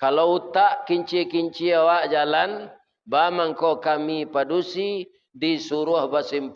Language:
Minangkabau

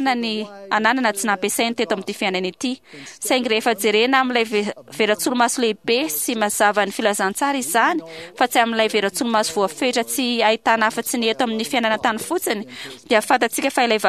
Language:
Malagasy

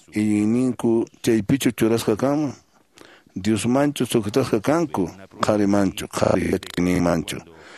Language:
Quechua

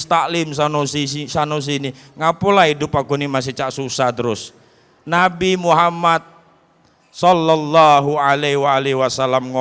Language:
Musi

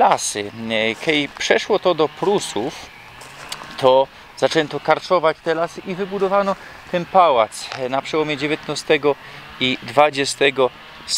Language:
Silesian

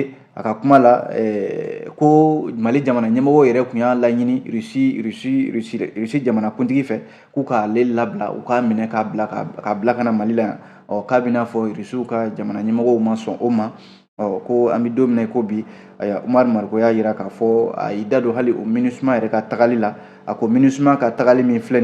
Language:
Bambara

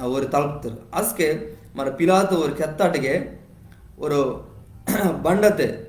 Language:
Koya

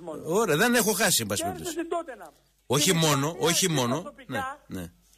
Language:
Greek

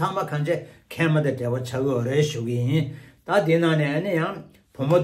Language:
Tibetan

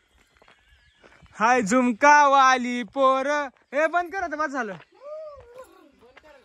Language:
Marathi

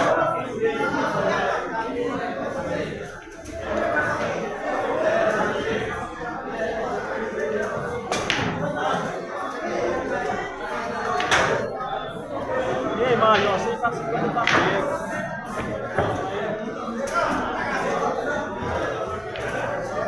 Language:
Portuguese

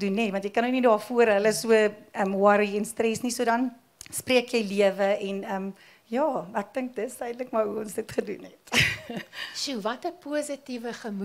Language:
Afrikaans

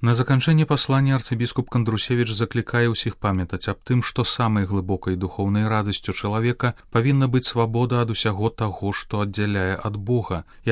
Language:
Belarusian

